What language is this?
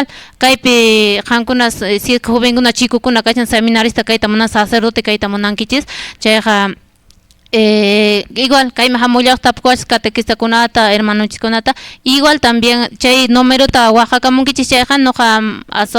Quechua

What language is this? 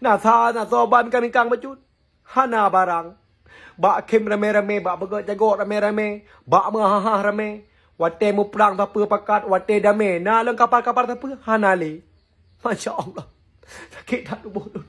Achinese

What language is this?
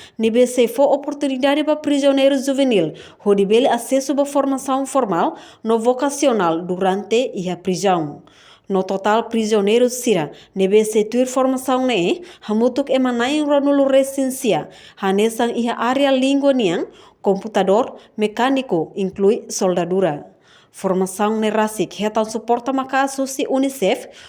Tetum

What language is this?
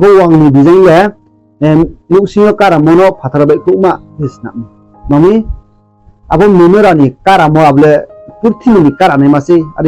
Riang (India)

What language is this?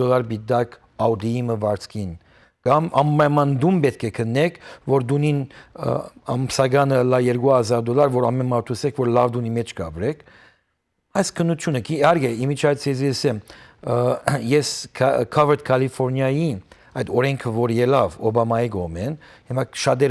Western Armenian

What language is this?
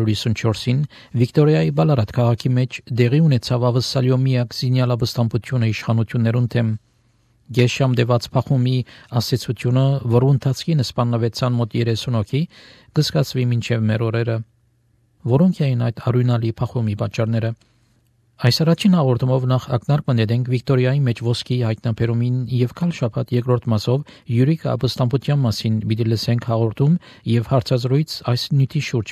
Armenian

